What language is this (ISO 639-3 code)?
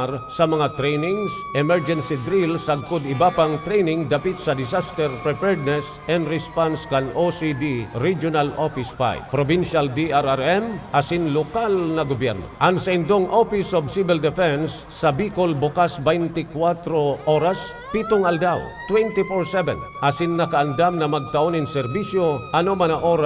bik